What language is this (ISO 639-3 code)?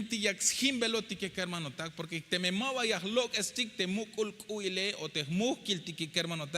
tzh